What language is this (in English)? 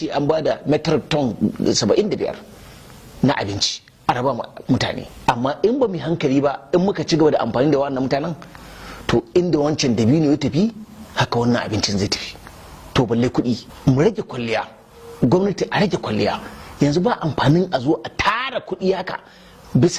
Hausa